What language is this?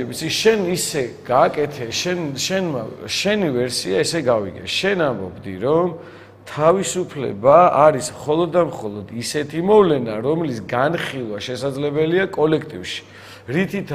Georgian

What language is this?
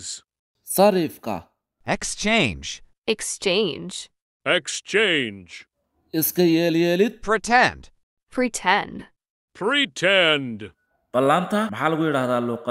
Somali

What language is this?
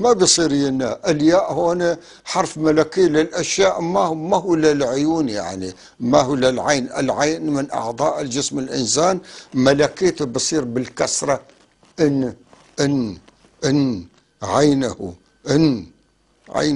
North Levantine Arabic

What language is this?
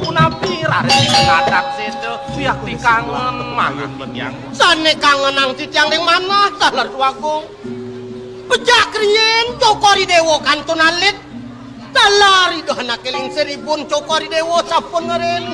Balinese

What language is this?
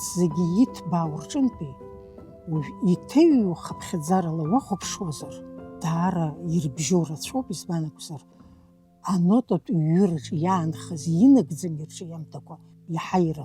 Abkhazian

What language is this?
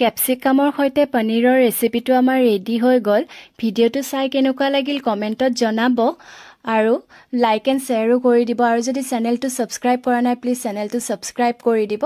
Assamese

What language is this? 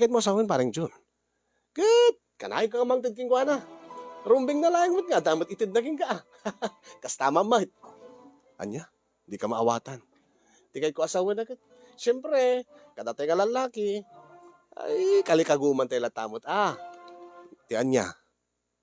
Iloko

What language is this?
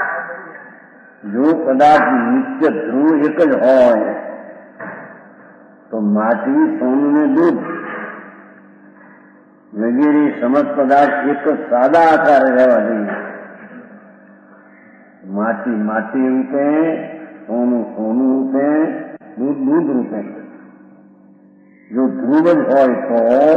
Gujarati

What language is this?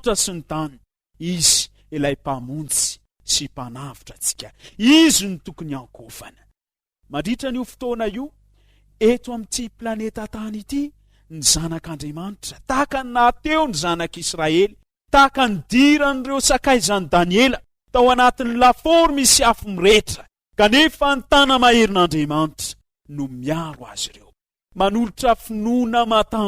Malagasy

